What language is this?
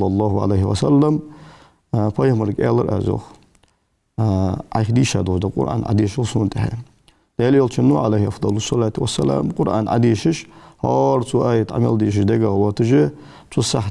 Ingush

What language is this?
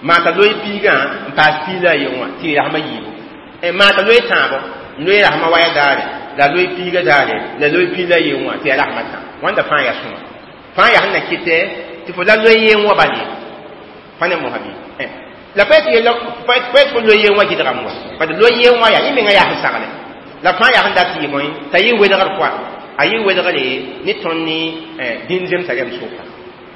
Mossi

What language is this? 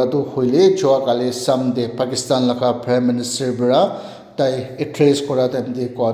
Naga Pidgin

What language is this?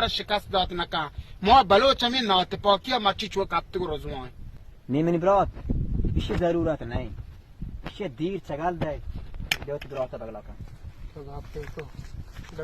Baluchi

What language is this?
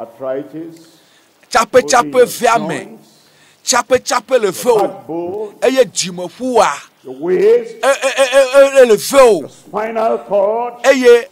Ewe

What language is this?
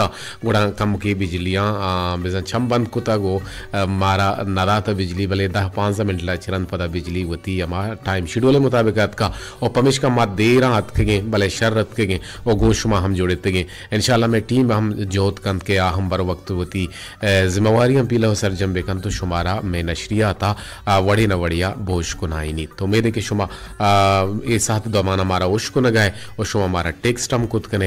Baluchi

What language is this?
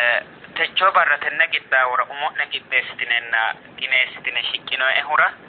Sidamo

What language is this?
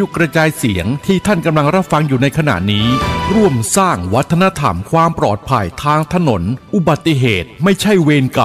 Thai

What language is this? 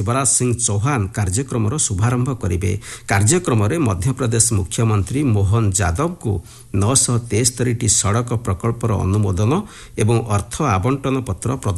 Odia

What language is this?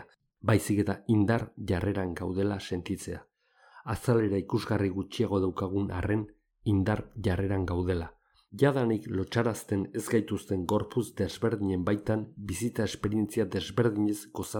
Basque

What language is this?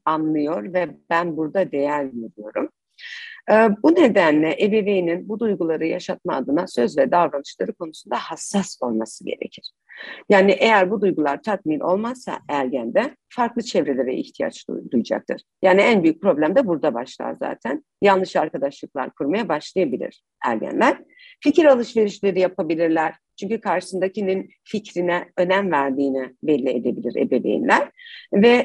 Turkish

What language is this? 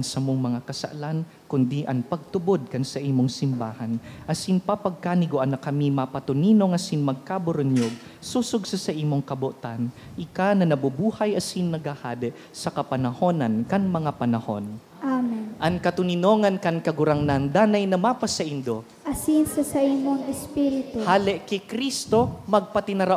Bikol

